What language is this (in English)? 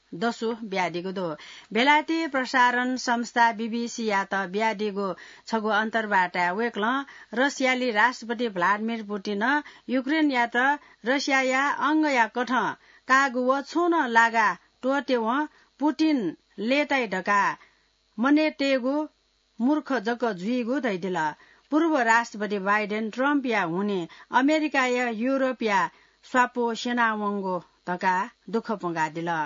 Newari